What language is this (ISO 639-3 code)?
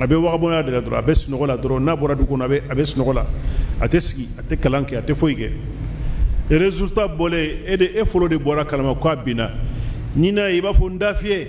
bam